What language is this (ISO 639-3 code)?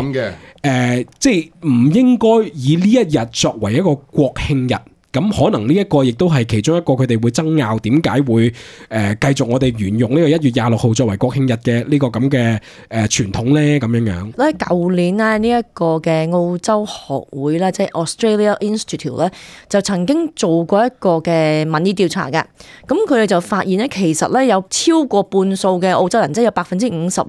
yue